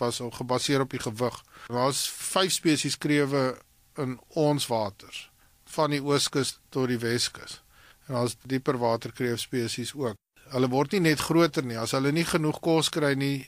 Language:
Afrikaans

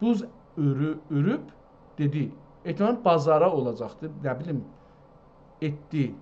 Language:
South Azerbaijani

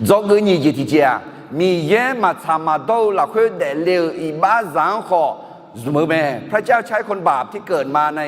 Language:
Akha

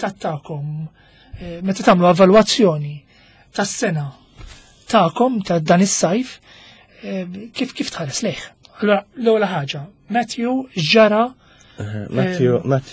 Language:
Maltese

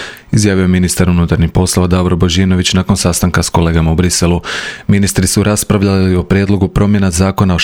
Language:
Croatian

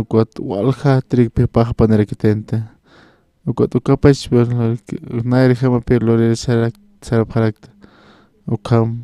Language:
Aymara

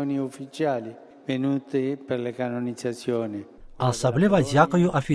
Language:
Belarusian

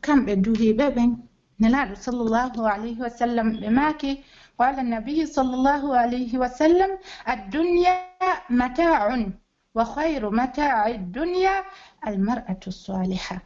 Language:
Pular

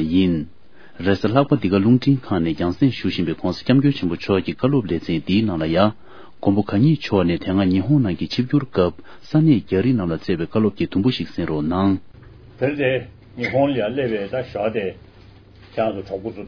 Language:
Tibetan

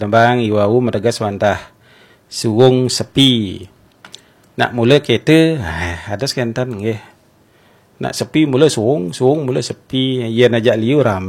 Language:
Balinese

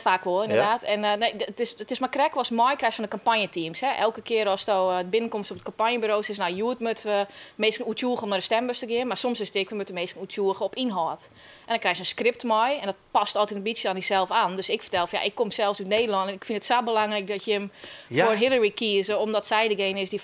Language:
Western Frisian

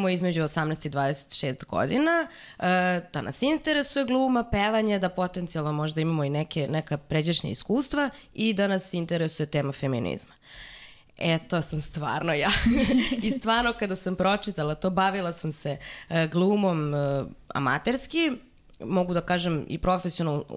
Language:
Serbian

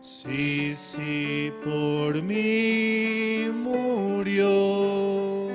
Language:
Aymara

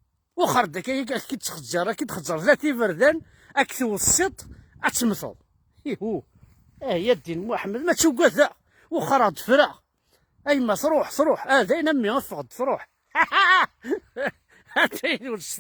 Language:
Kabyle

